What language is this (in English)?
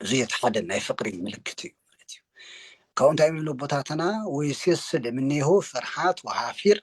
Tigrinya